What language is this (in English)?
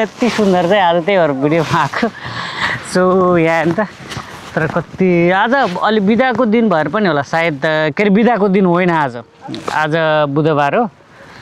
Nepali